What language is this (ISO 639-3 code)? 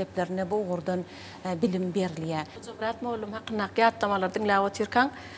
tuk